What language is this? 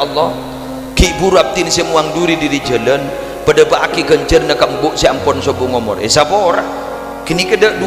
Madurese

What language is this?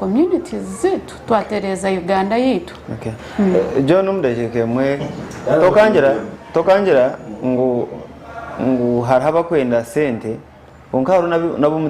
Nyankole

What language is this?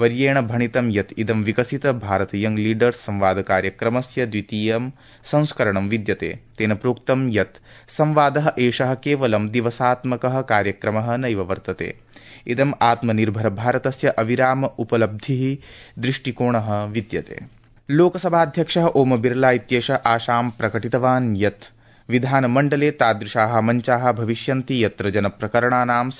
Sanskrit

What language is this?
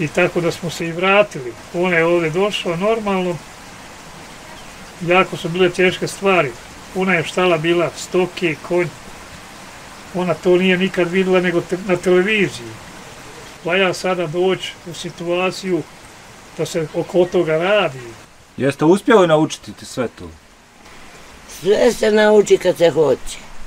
Bosnian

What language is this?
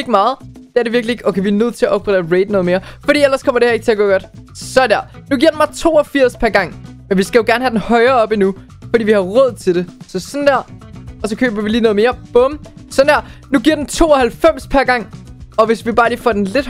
Danish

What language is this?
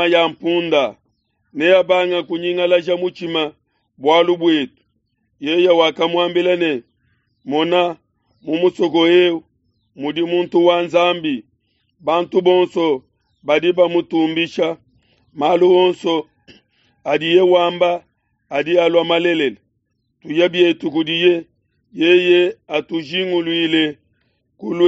Luba-Lulua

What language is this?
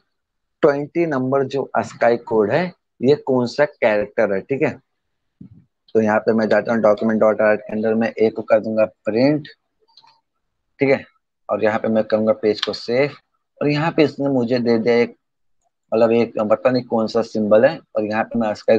Hindi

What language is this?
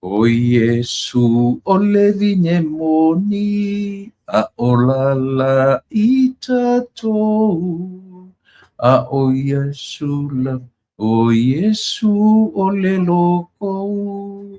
Samoan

